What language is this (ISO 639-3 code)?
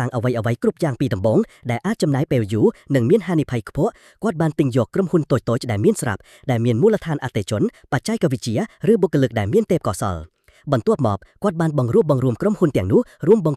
khm